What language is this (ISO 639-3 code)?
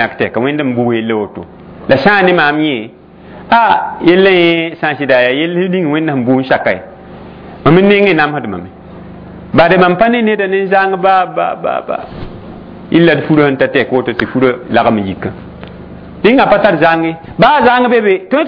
mos